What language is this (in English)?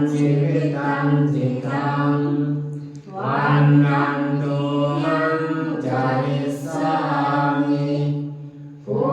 Pali